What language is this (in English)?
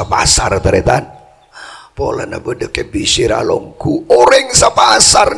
Madurese